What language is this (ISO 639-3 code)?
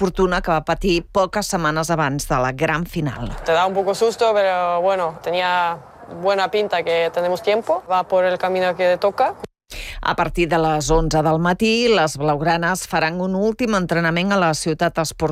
cat